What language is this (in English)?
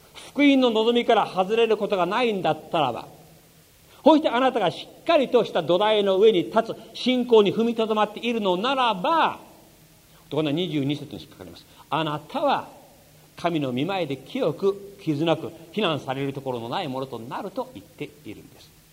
Japanese